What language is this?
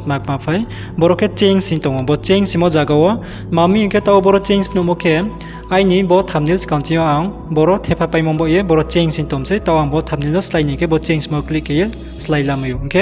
Riang (India)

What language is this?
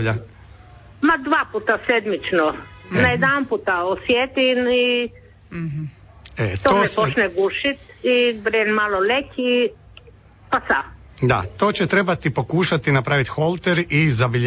Croatian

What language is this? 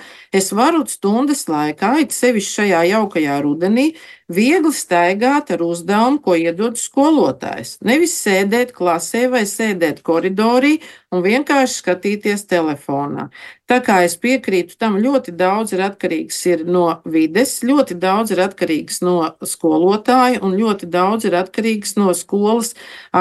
Latvian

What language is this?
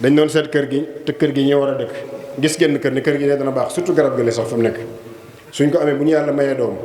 Wolof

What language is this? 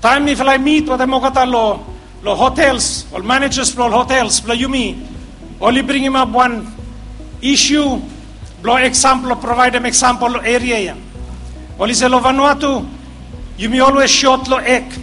Bislama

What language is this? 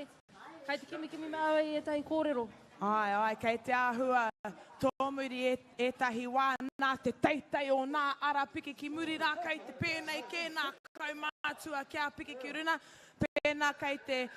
Māori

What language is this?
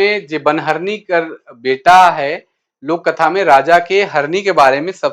Sadri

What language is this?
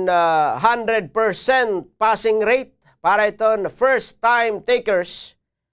Waray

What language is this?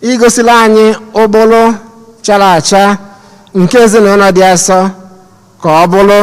Igbo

